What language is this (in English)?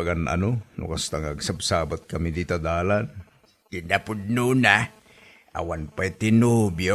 Iloko